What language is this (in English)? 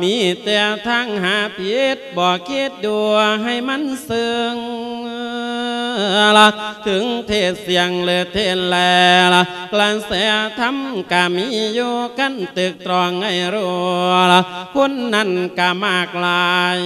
Lao